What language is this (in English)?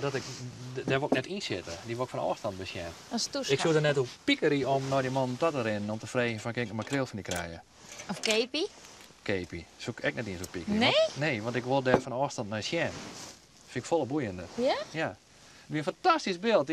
Western Frisian